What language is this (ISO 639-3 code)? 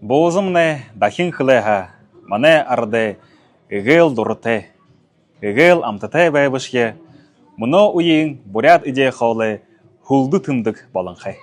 bua